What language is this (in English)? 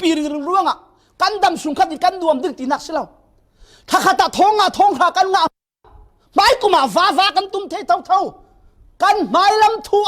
Falam Chin